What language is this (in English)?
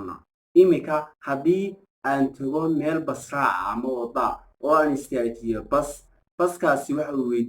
Somali